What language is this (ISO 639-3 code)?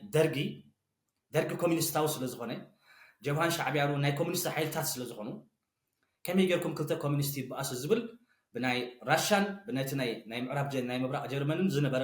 tir